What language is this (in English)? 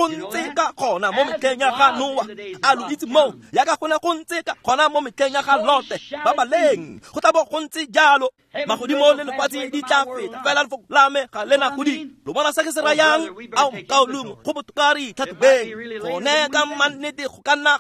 Tswana